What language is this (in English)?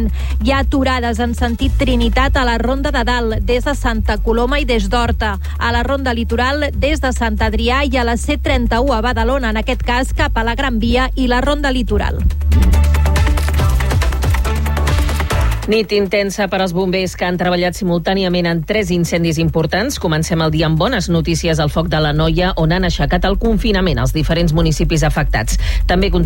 Catalan